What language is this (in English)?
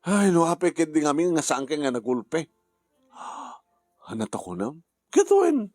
Iloko